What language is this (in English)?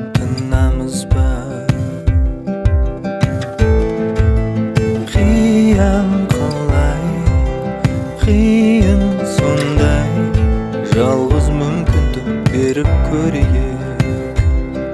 Kazakh